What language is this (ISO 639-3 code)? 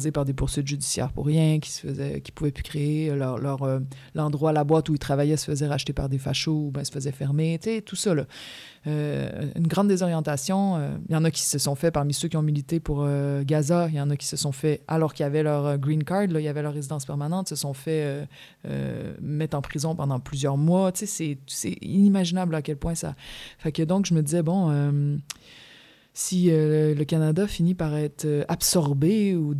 fra